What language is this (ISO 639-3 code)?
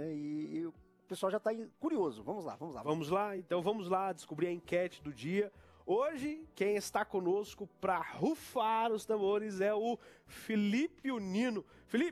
por